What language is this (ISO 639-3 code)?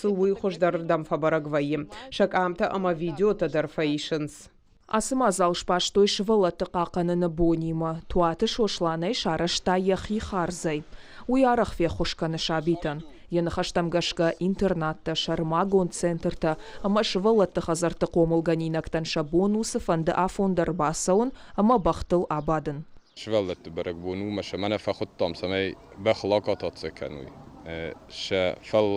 oss